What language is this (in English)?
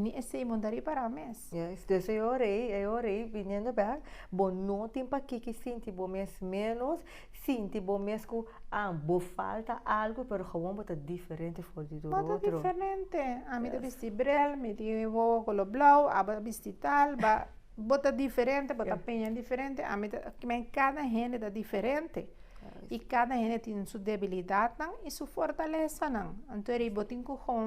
Papiamento